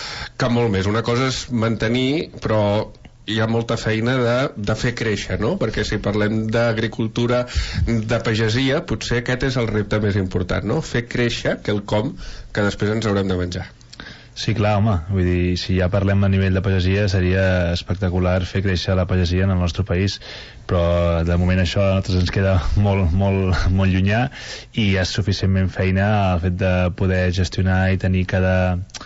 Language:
Catalan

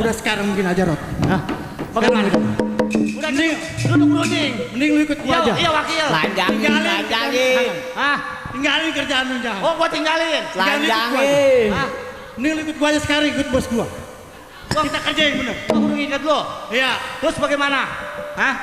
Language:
Betawi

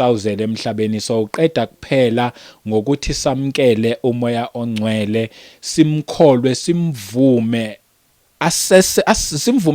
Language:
Zulu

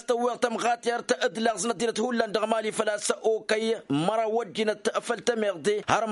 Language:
Tamasheq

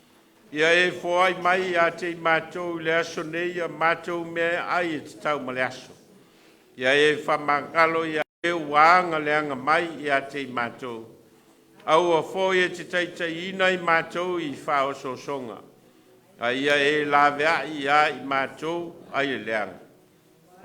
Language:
Samoan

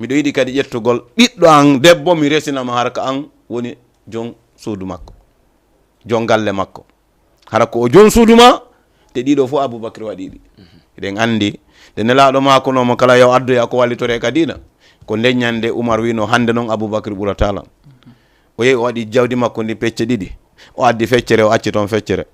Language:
Fula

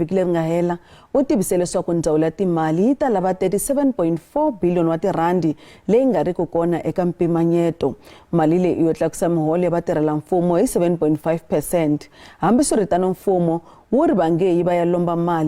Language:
Tsonga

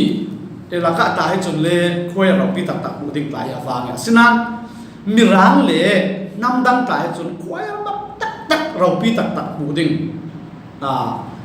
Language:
Falam Chin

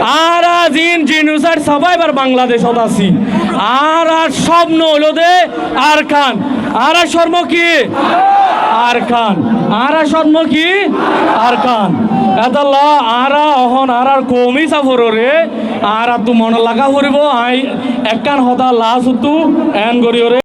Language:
Rohingya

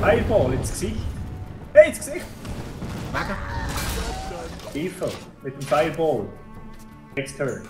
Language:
Swiss German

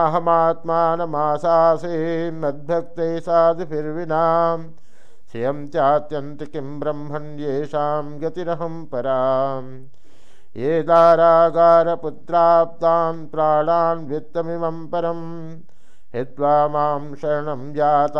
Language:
Sanskrit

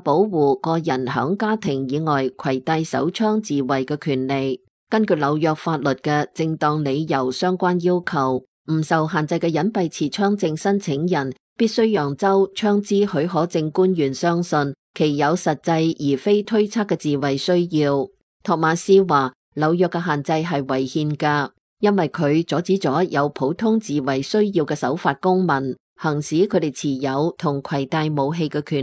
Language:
Cantonese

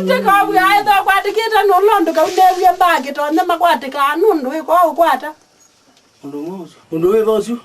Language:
Kamba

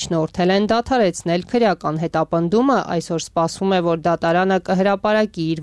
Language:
Armenian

